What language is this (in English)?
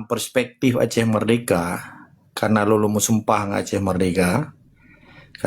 Achinese